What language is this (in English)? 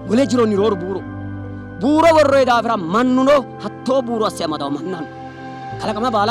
Sidamo